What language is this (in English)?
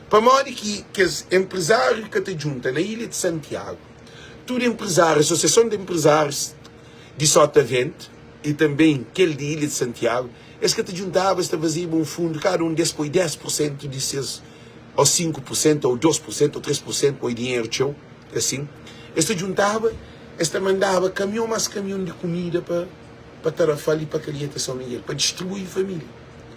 Kabuverdianu